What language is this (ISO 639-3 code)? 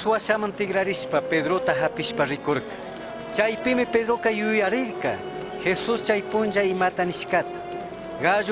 qug